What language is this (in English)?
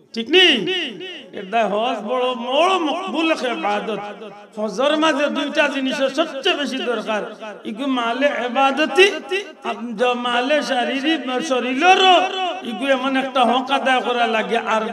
Sylheti